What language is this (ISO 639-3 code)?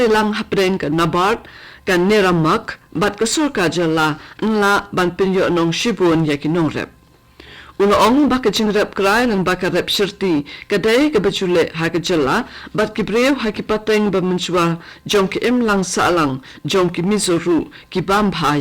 kha